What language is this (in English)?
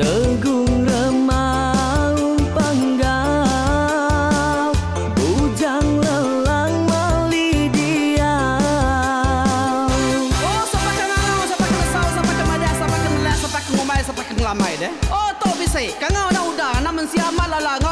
Iban